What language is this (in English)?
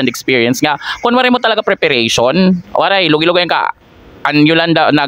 Waray